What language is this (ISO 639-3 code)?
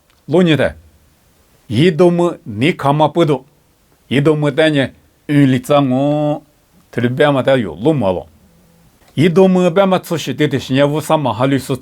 lis